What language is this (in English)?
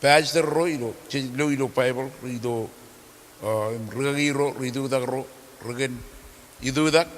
Marshallese